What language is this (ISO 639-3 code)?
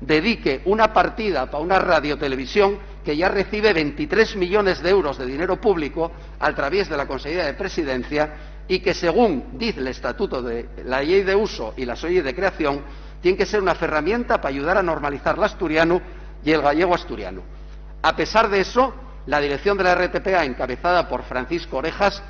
ast